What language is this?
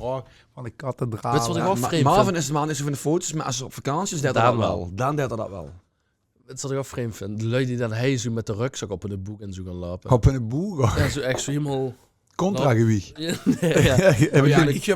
Limburgish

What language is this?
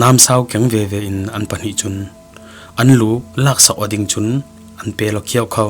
Falam Chin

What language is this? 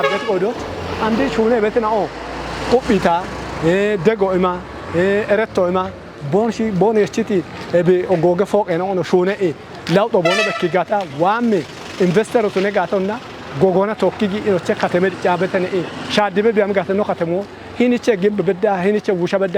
Kafa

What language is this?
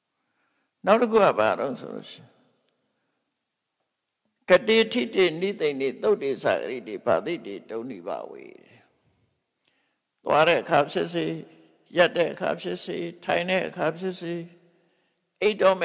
Burmese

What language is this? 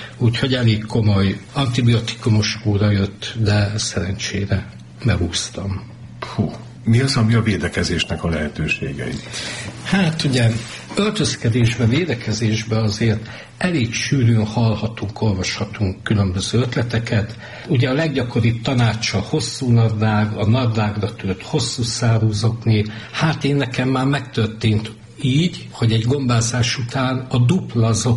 Hungarian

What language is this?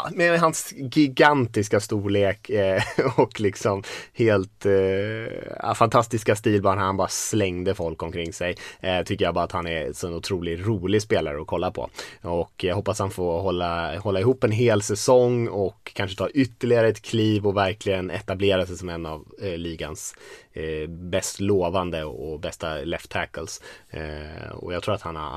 Swedish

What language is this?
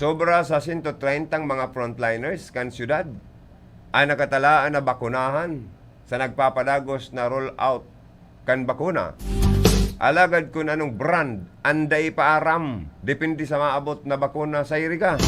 Bikol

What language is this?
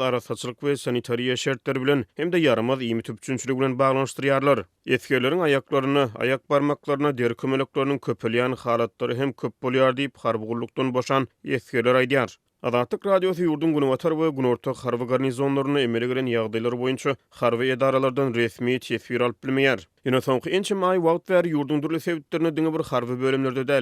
Turkmen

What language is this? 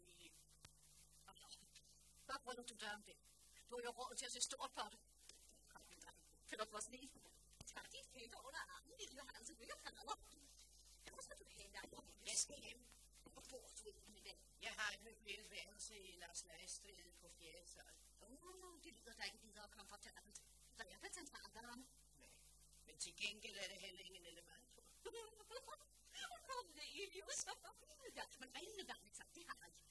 Danish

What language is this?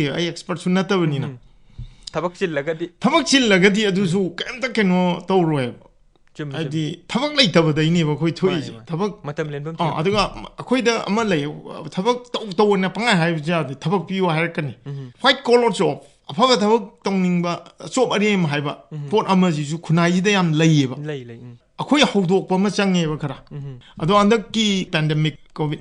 Manipuri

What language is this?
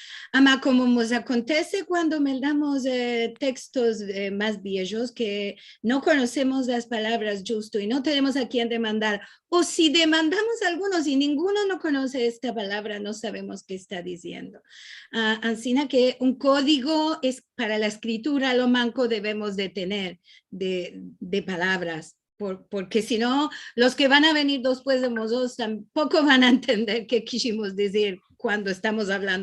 Ladino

